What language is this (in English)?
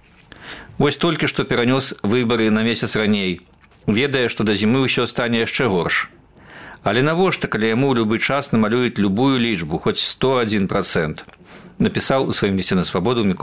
Belarusian